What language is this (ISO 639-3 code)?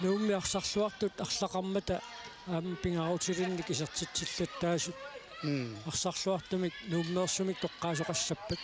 kal